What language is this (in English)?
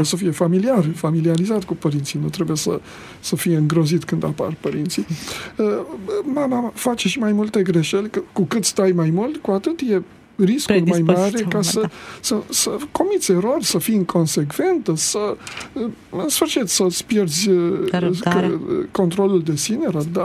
Romanian